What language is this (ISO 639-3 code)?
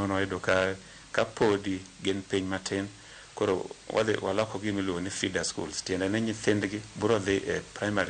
luo